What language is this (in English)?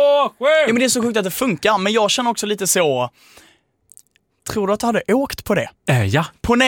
Swedish